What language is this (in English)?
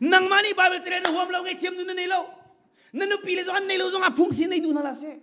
Hakha Chin